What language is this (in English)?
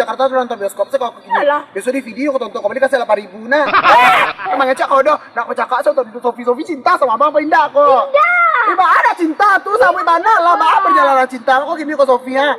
Minangkabau